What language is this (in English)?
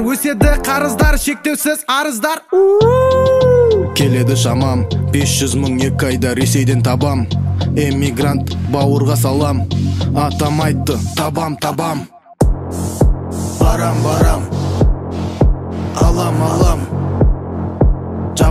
Kazakh